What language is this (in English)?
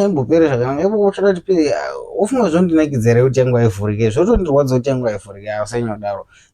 Shona